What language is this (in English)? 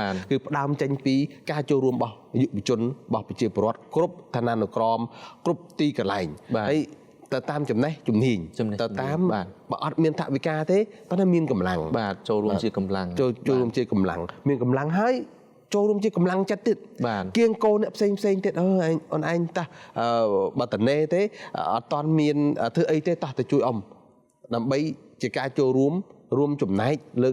Khmer